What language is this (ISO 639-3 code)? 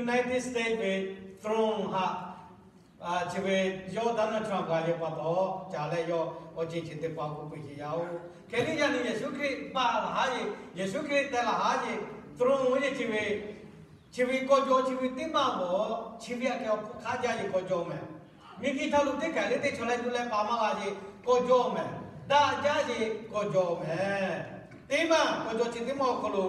lhu